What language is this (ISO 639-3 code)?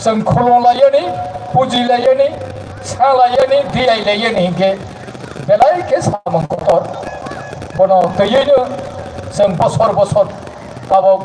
trp